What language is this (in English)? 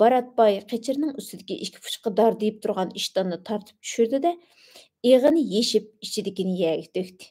Uyghur